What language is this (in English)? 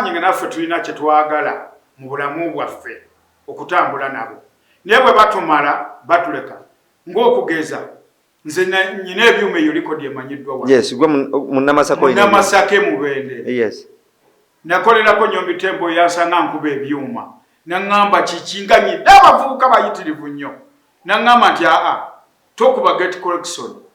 Ganda